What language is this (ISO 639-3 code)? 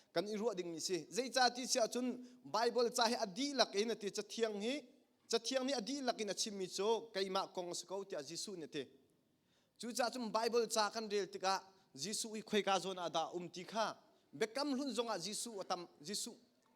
cnh